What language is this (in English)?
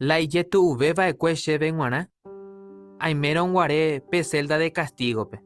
Guarani